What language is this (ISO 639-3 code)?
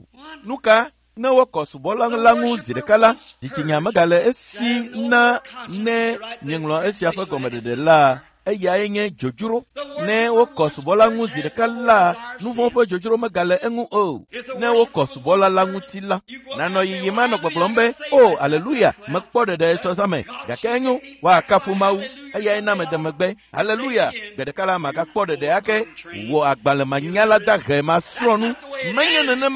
ewe